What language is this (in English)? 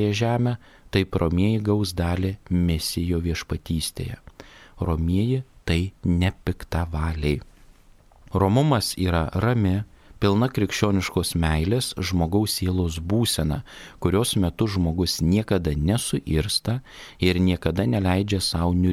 Lithuanian